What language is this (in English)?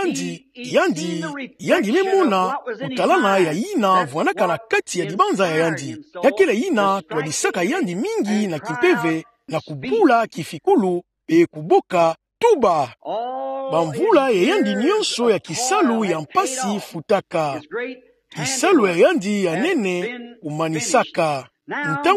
Kituba (Democratic Republic of Congo)